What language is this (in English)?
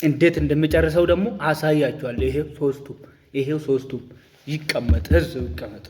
Amharic